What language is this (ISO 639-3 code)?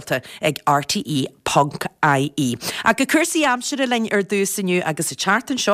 gle